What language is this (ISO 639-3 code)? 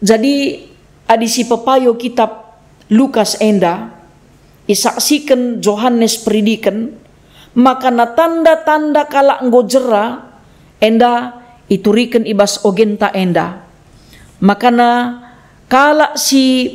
btx